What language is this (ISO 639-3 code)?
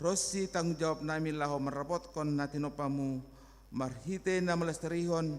bts